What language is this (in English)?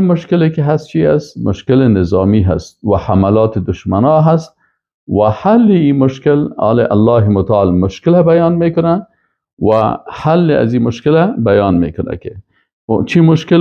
Persian